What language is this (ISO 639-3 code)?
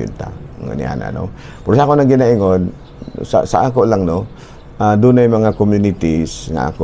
ceb